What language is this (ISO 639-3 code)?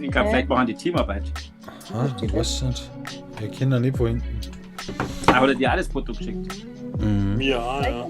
bar